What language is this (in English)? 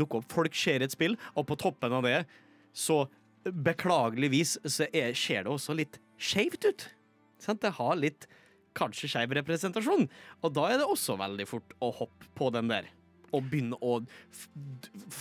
Norwegian